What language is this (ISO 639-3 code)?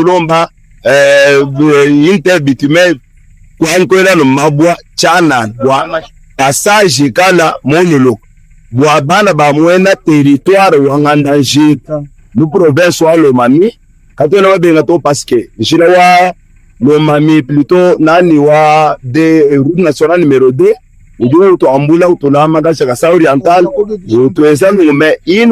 lua